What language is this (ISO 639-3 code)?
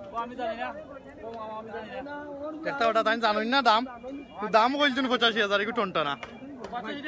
syl